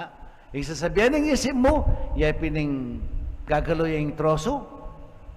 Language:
Pampanga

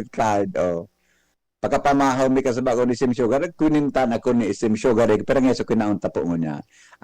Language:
Bikol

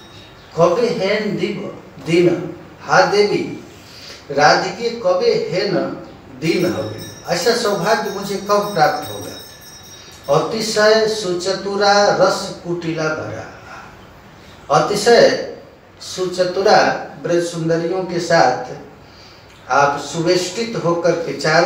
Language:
Hindi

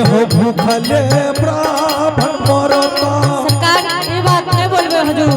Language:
Angika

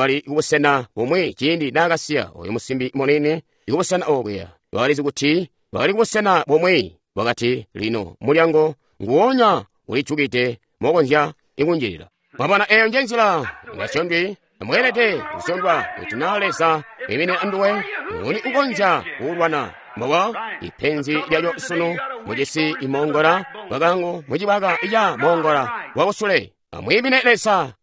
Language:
Tonga (Zambia)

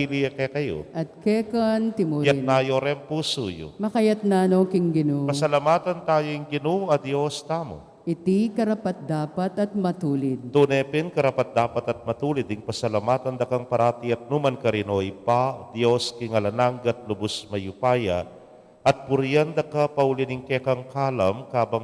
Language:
Pampanga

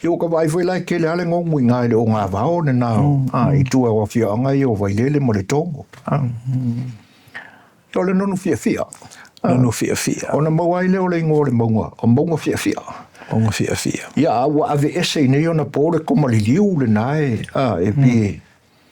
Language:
Samoan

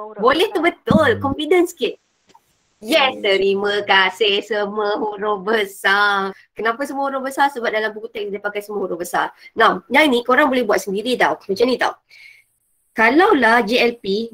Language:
Malay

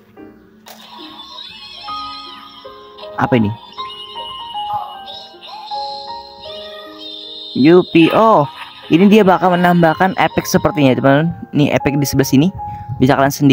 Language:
Indonesian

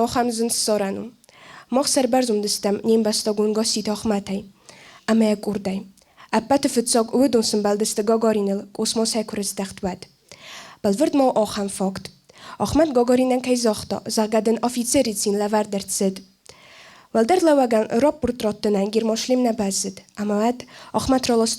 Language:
Ossetic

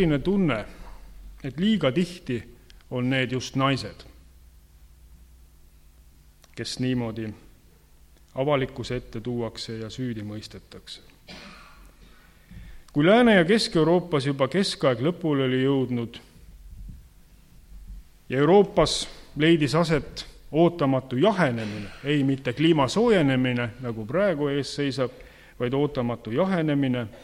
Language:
Estonian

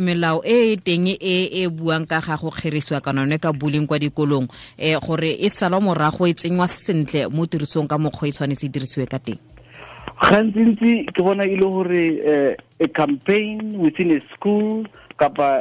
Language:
Tswana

